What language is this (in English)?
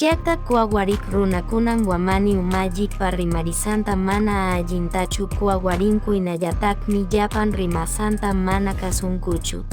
Quechua